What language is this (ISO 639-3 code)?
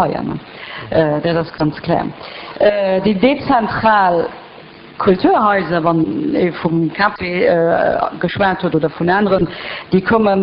ltz